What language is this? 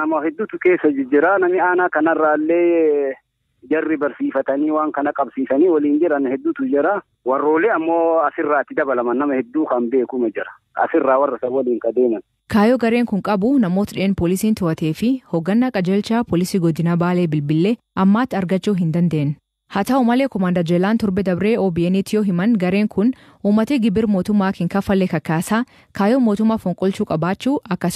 Oromo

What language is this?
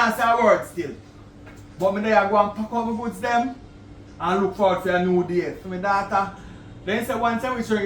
Jamaican Creole English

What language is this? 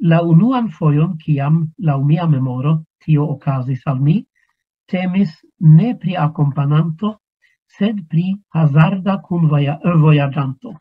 Esperanto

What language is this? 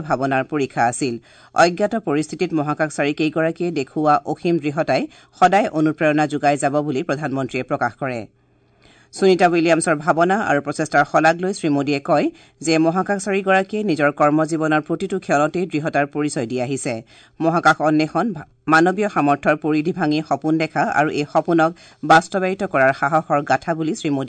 Assamese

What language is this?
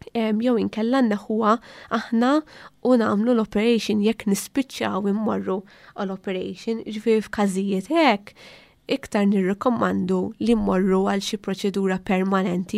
Maltese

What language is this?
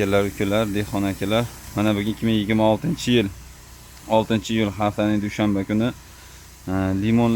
Uzbek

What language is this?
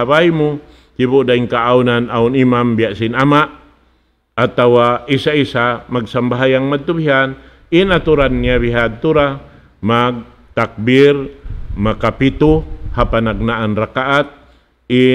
Tausug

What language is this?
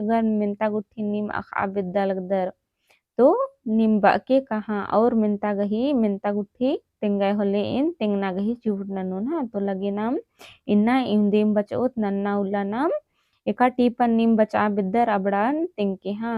Kurukh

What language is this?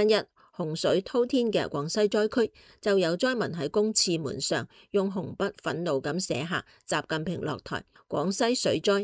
Cantonese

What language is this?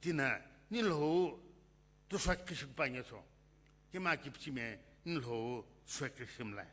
Sumi Naga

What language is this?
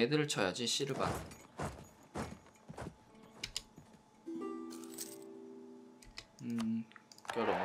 Korean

